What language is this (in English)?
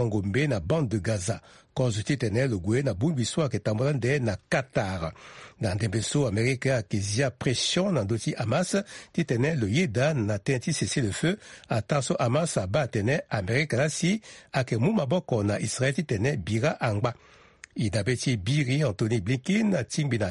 Sango